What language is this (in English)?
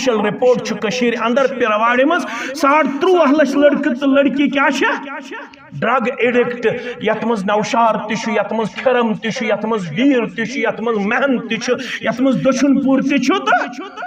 Kashmiri